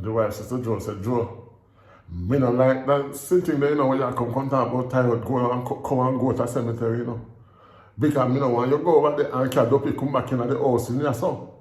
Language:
Jamaican Creole English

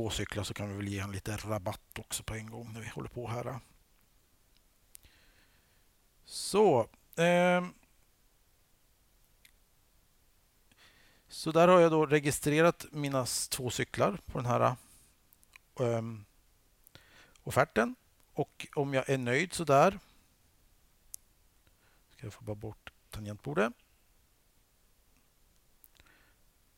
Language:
Swedish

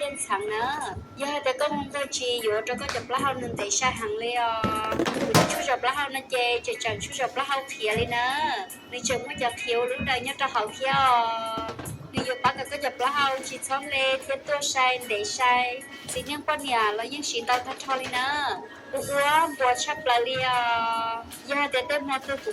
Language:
Hmong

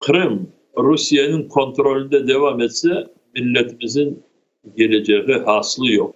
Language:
Crimean Tatar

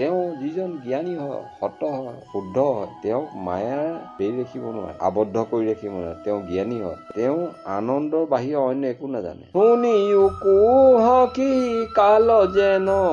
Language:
Assamese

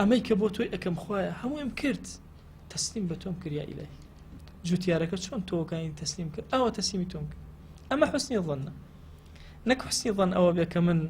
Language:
Central Kurdish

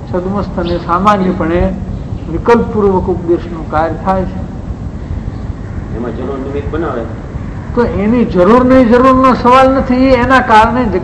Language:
Gujarati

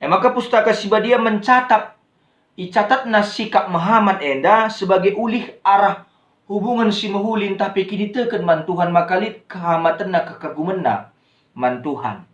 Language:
Batak Karo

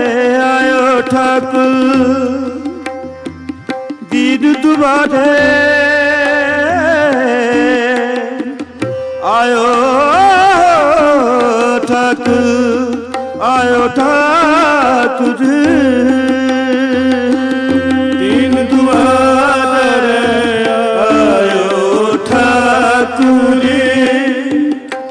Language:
Punjabi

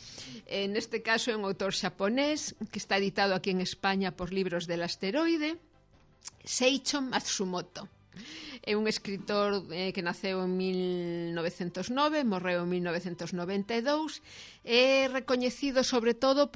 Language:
Galician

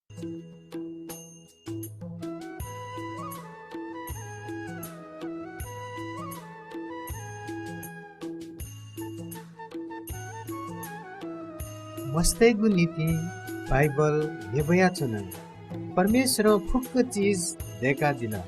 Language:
Newari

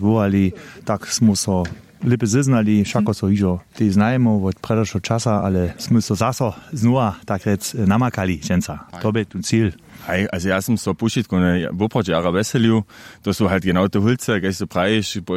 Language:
Upper Sorbian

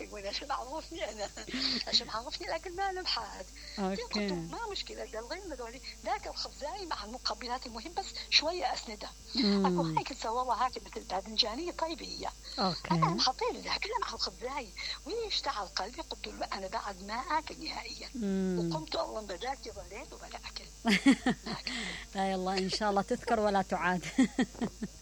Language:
Mesopotamian Arabic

